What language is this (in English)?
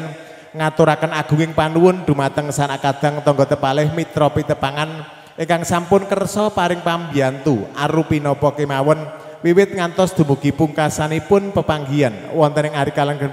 Javanese